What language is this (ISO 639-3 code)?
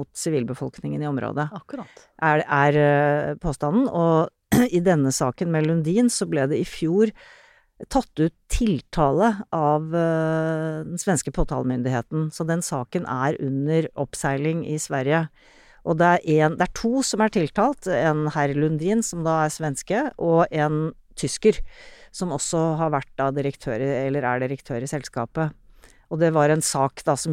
nor